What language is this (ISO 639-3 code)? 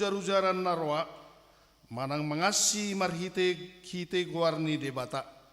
bbc